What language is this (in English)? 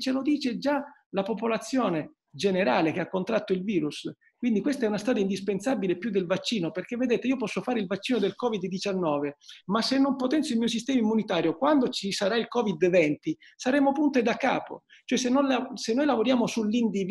Italian